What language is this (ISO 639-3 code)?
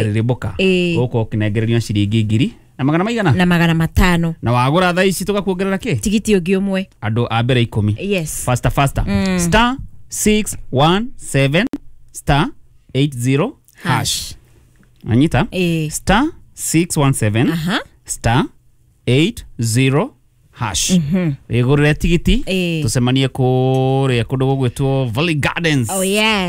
kik